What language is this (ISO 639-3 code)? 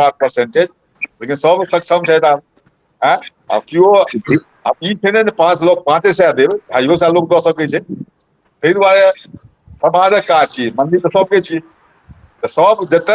mai